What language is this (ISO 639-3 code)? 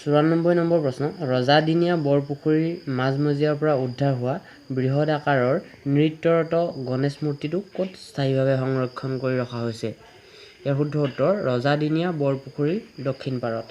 asm